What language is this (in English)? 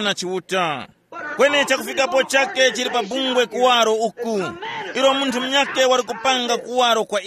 Tumbuka